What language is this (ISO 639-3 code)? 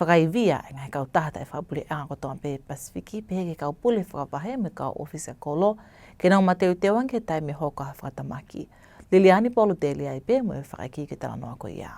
ton